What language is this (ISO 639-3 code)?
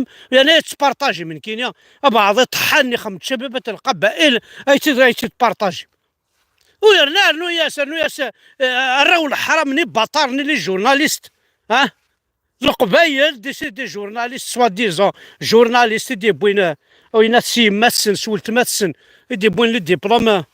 kab